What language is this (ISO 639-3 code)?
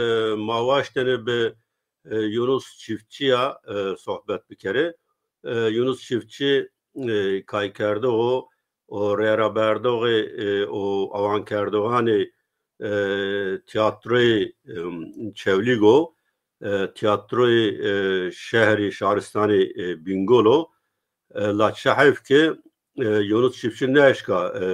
zza